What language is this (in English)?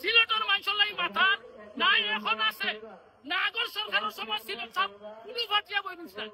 Sylheti